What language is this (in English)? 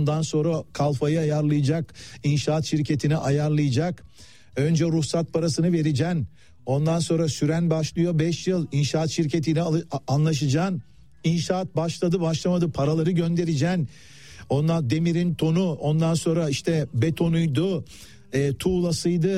Turkish